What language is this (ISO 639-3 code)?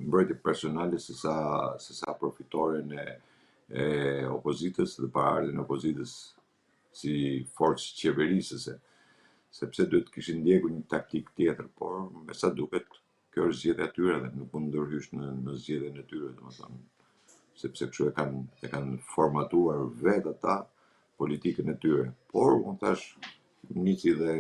sqi